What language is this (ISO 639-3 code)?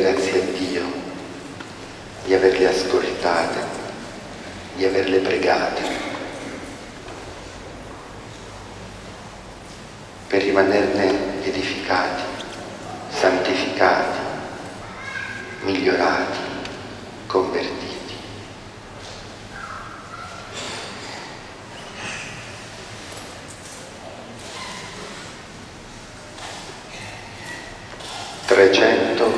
ita